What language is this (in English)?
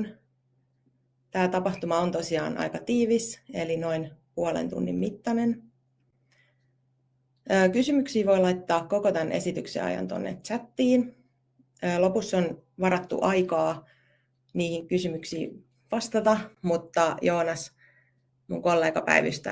Finnish